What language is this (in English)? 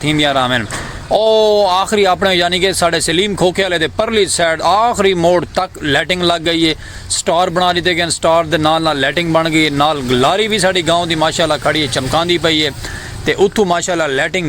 Saraiki